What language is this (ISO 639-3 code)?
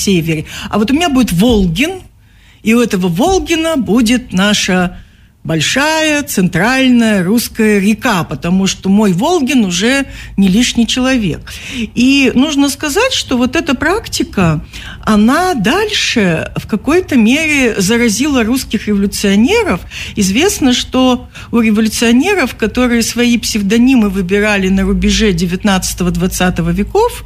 rus